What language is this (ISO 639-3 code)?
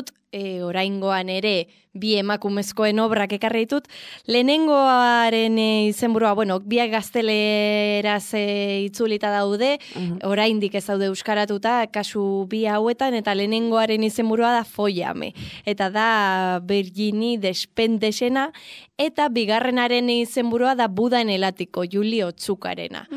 eus